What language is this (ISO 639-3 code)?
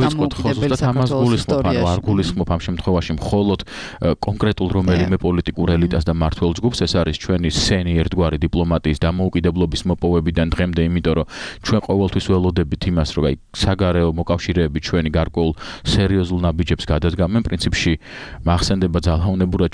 kat